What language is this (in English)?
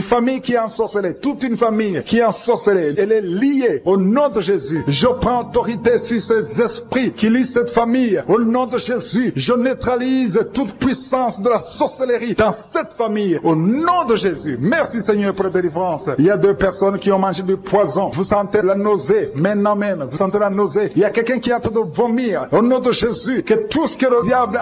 French